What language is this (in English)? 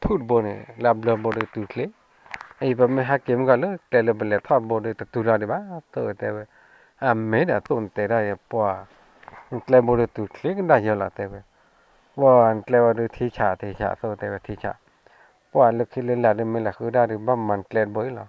S'gaw Karen